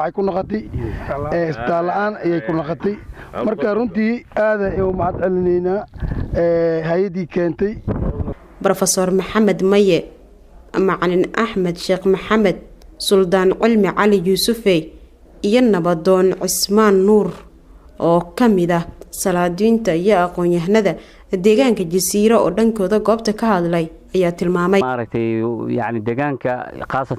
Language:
Somali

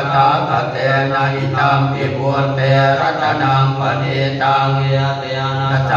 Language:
Pali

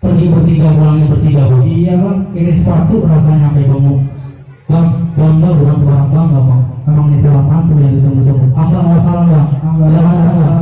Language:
Betawi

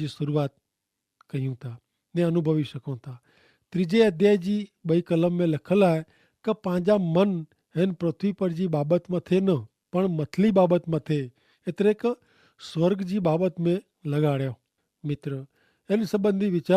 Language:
Kachhi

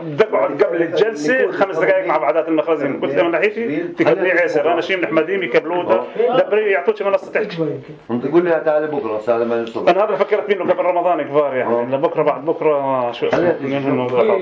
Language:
North Levantine Arabic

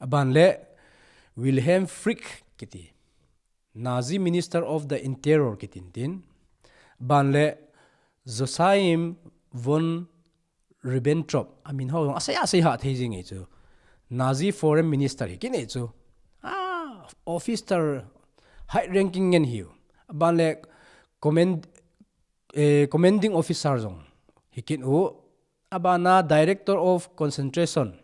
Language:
Thado Chin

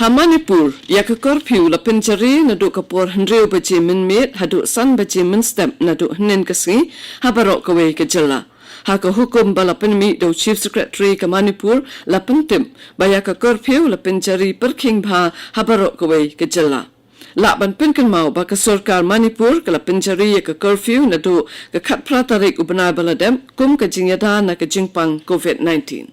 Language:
Khasi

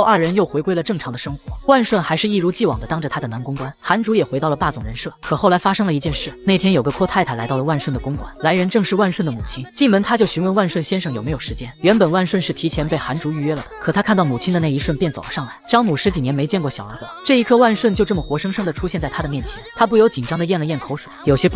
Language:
Chinese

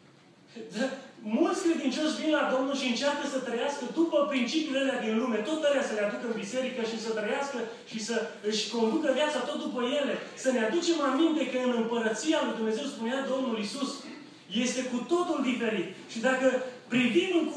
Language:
Romanian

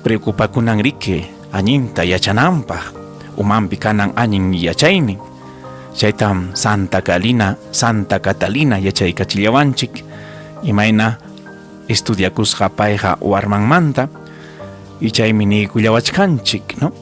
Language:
Ayacucho Quechua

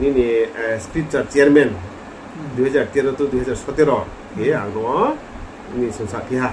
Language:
Riang (India)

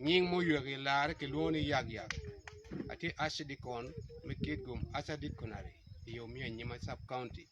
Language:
Acoli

